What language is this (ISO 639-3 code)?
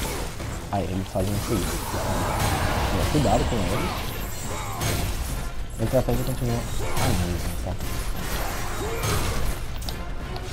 por